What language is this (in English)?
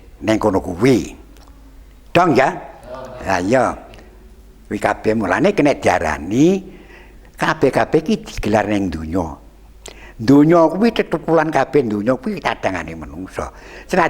Javanese